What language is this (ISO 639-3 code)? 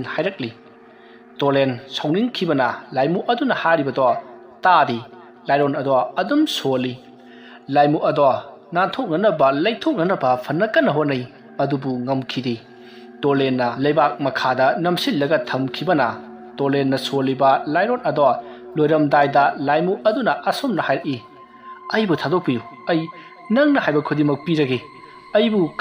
mni